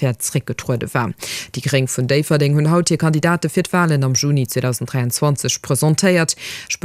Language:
Luxembourgish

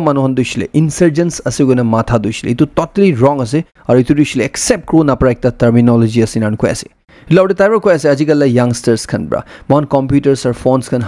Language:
Naga Pidgin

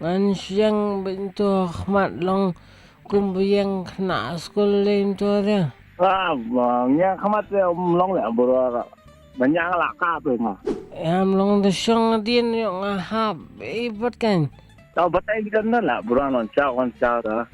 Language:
Khasi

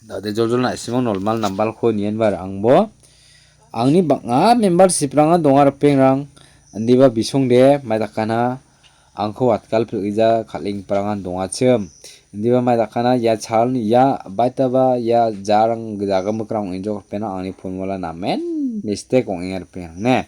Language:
Garo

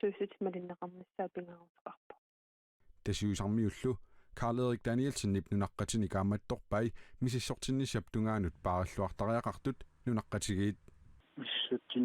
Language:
Kalaallisut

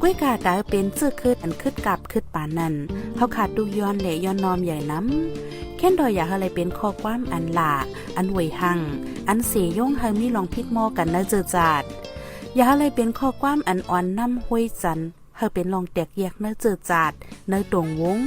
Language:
Shan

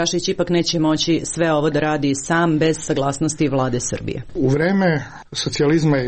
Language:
Serbian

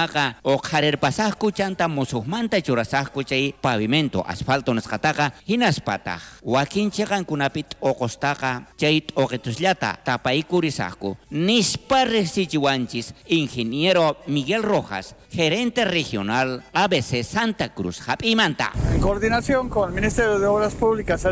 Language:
South Bolivian Quechua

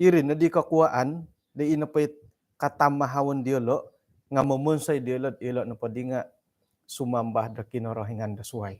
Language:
Central Dusun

